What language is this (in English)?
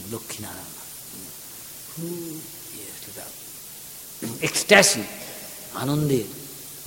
Bangla